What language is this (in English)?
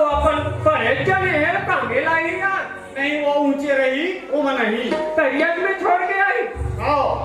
Chhattisgarhi